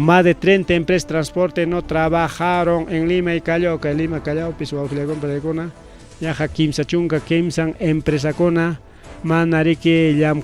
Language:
Ayacucho Quechua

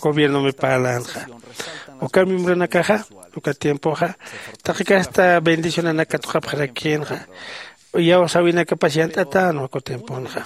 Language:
Aymara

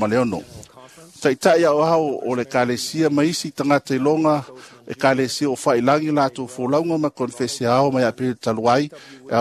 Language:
Samoan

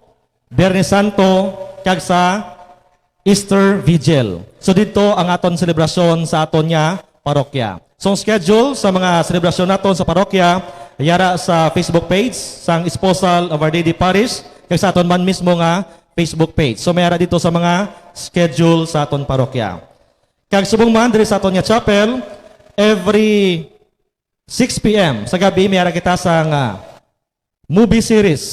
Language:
Hiligaynon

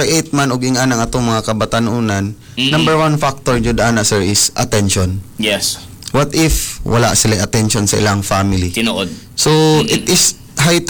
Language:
Cebuano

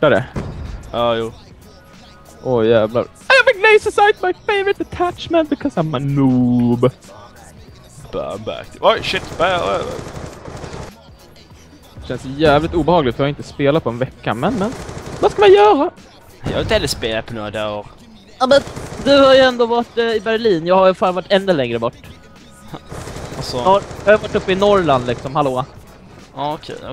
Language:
Swedish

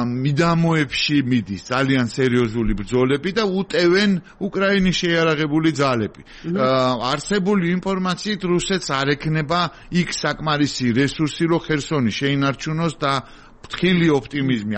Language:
Georgian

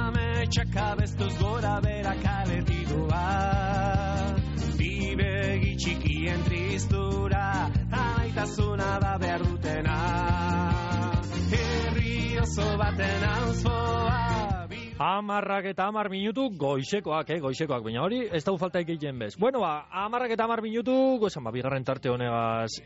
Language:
Basque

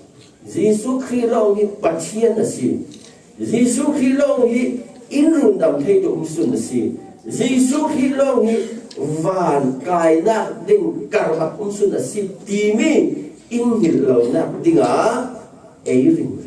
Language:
Falam Chin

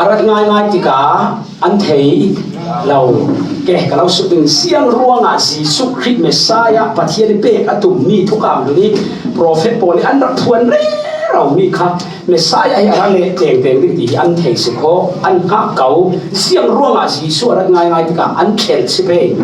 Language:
Falam Chin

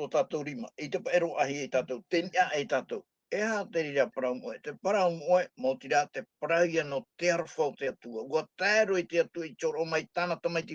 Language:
Tahitian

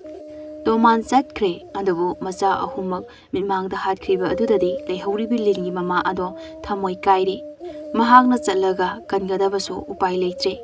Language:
Manipuri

